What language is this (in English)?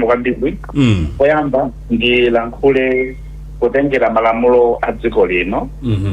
Nyanja